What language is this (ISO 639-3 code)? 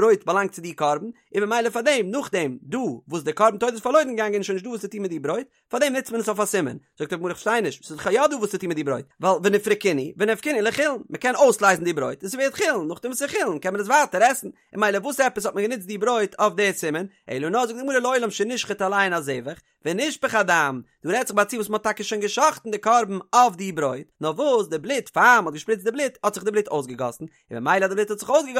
yid